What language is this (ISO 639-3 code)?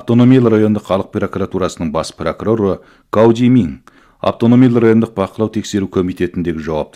kaz